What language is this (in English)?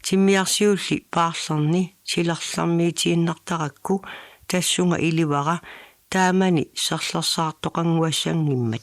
Kalaallisut